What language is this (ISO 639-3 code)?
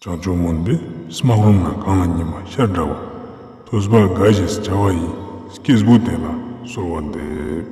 lbj